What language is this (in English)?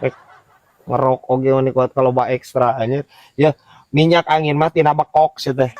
Sundanese